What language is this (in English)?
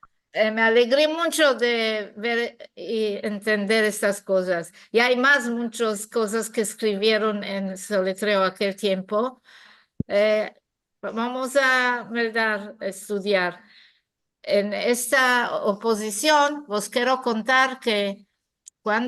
Ladino